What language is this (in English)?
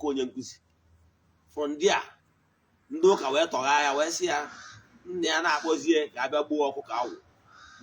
Igbo